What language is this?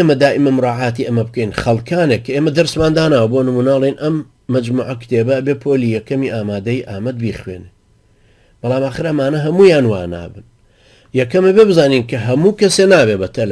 Central Kurdish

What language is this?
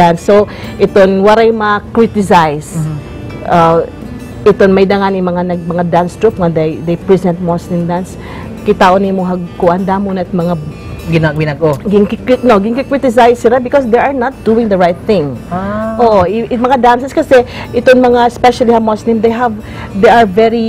Waray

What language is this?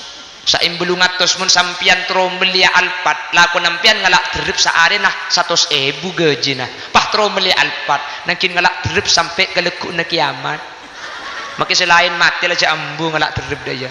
Madurese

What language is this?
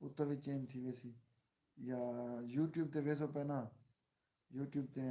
Saraiki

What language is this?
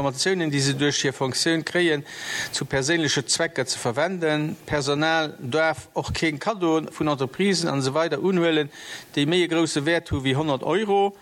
Luxembourgish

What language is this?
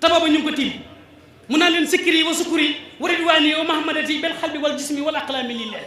Wolof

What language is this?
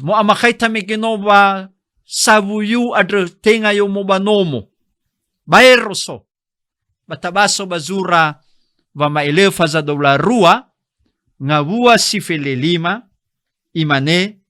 Nias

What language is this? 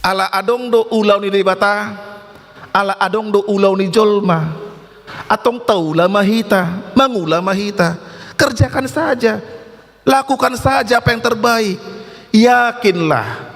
Batak Toba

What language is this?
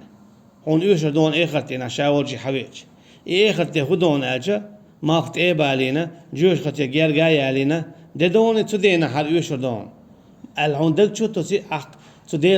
Chechen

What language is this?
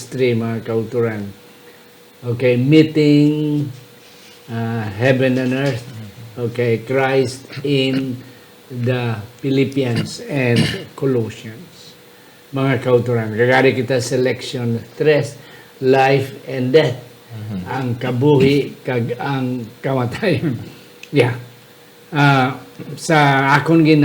Hiligaynon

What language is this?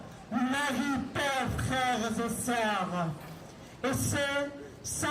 Kabyle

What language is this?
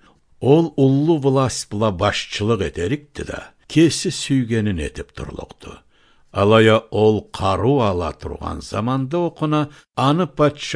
Karachay-Balkar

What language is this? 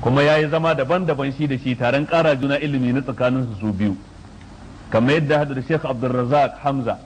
Hausa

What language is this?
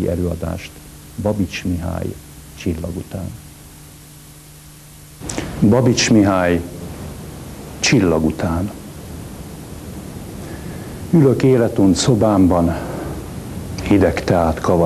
Hungarian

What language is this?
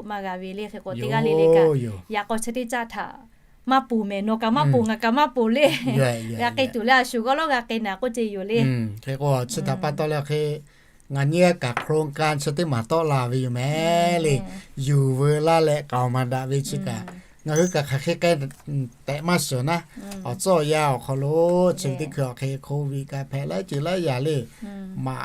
Lahu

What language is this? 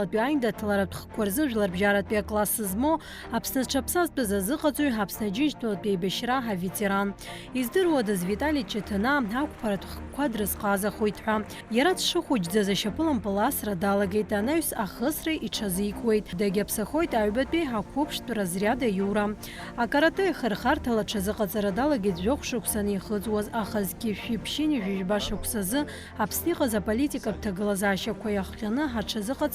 Abkhazian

